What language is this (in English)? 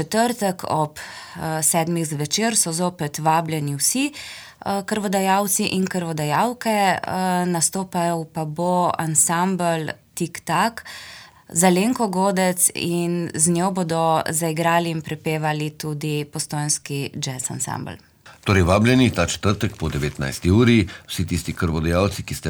Slovenian